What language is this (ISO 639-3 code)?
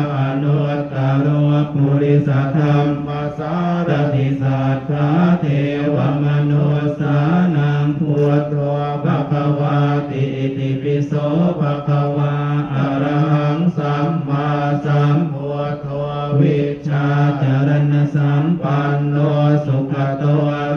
pli